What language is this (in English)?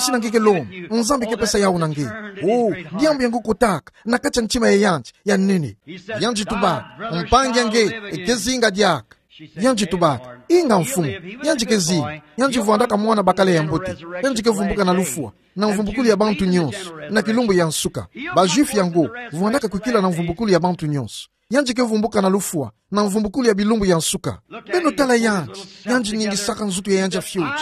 Kituba (Democratic Republic of Congo)